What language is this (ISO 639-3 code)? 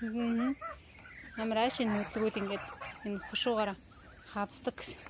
mon